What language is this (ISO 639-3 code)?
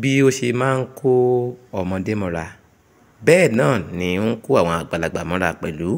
yor